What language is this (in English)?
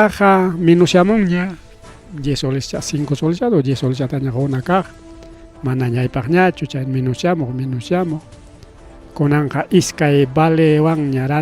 Ayacucho Quechua